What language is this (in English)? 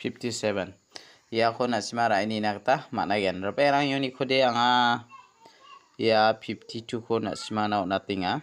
Garo